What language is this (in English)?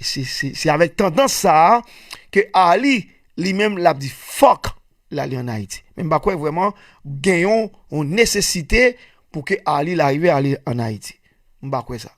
Haitian Creole